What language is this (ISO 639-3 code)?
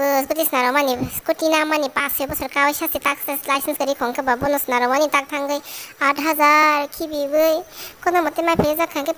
trp